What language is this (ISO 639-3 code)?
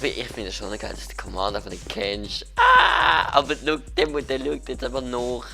gsw